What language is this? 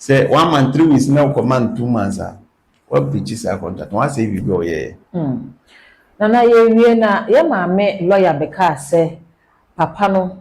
Akan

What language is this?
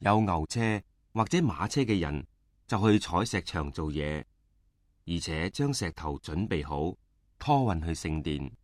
Cantonese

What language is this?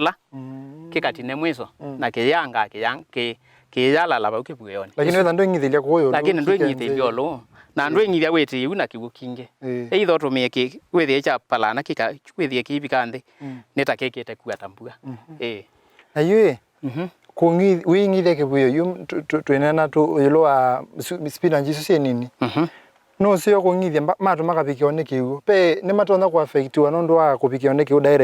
Kamba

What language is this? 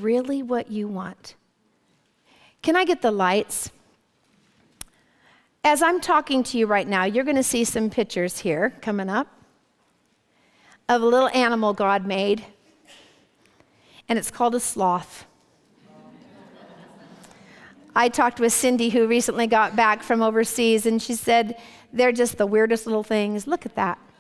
English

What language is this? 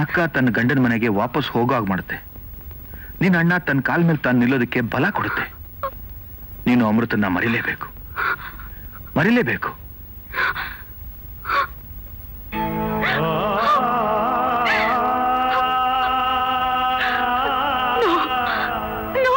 Kannada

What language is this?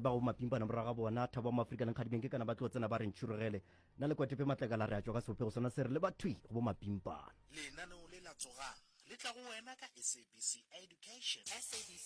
Northern Sotho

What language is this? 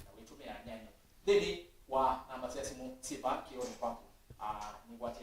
Kamba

